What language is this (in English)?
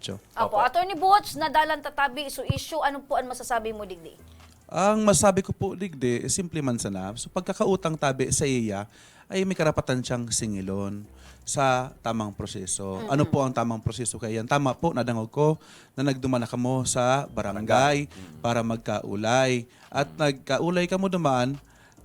Bikol